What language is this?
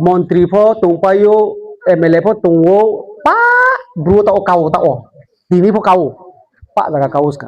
Riang (India)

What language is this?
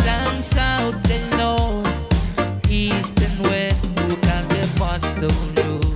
Pohnpeian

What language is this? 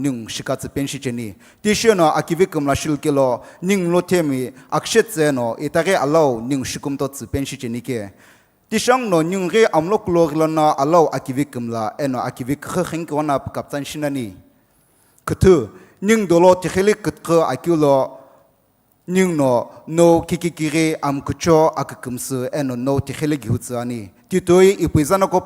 Sumi Naga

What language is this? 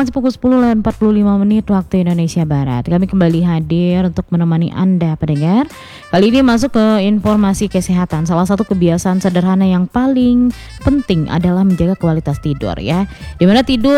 Indonesian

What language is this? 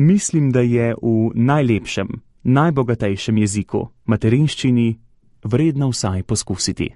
Slovenian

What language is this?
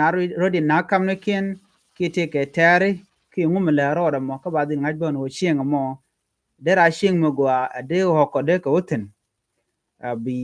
Nuer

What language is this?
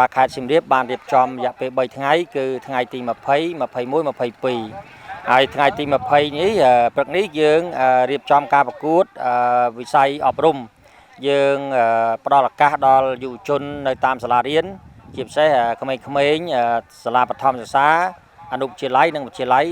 Khmer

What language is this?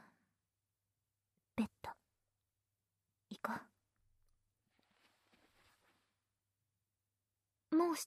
Japanese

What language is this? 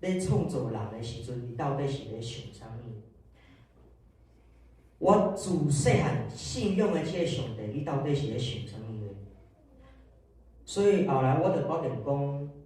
Min Nan Chinese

